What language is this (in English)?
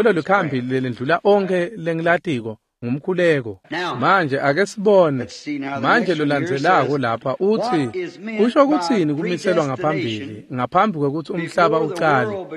Swati